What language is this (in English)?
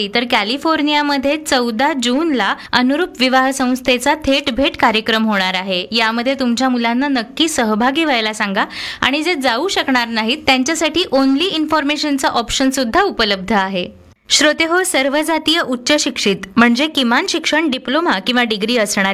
Marathi